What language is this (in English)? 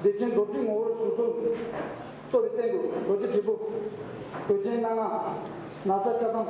Tibetan